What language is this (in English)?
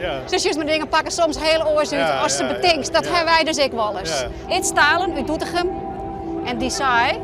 Western Frisian